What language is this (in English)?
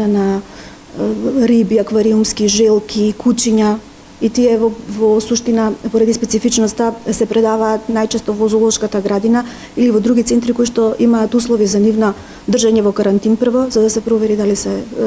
Macedonian